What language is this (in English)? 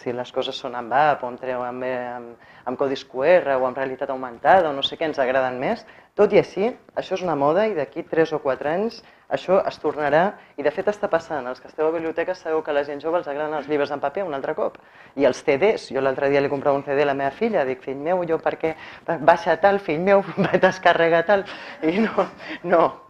Catalan